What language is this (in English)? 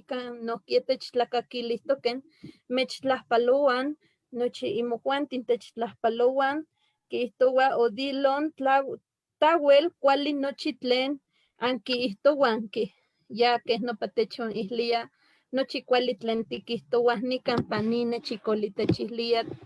Eastern Huasteca Nahuatl